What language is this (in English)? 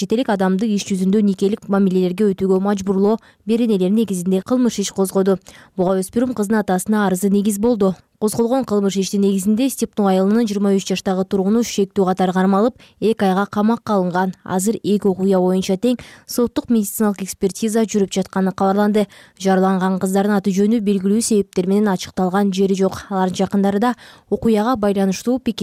Kyrgyz